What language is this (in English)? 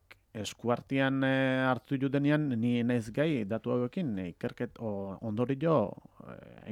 Basque